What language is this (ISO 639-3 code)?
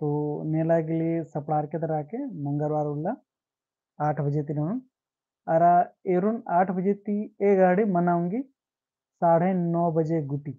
kru